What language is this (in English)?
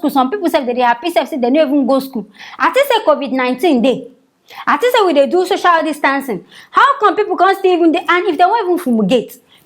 Nigerian Pidgin